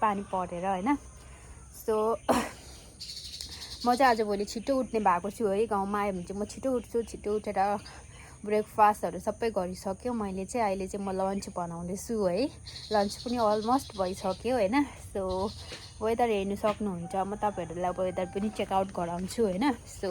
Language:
Nepali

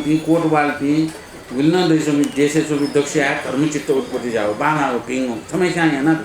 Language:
Newari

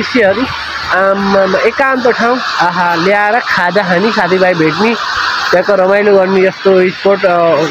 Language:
Nepali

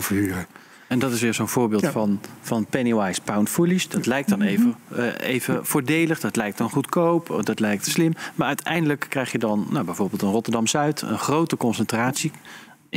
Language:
Dutch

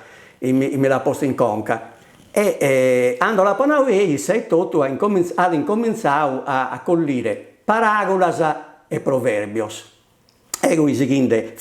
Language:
Sardinian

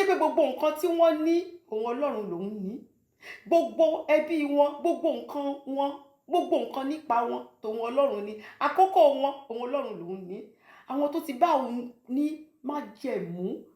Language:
Yoruba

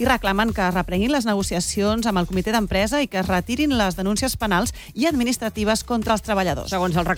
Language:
Catalan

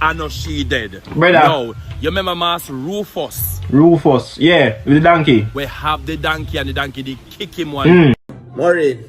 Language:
Jamaican Creole English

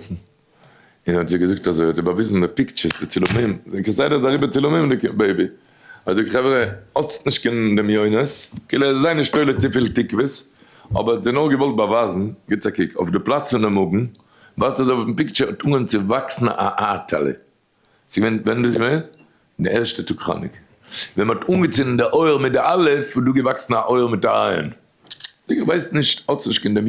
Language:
Yiddish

